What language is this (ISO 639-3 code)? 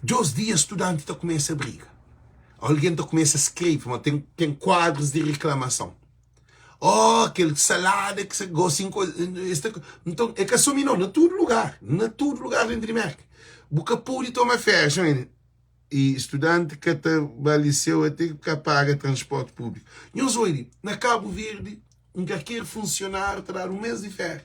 kea